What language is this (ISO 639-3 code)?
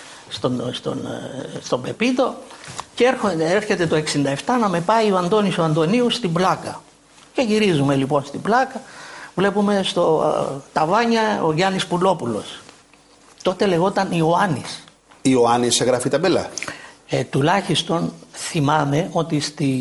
ell